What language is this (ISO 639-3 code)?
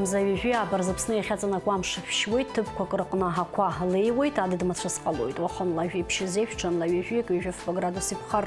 abk